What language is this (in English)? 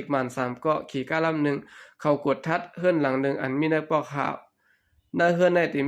Shan